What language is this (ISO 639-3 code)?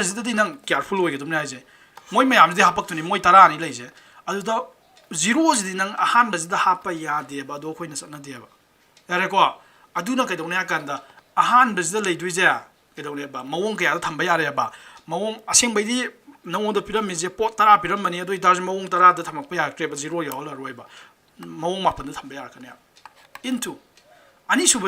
mni